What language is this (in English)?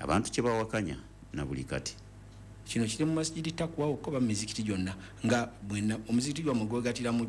Ganda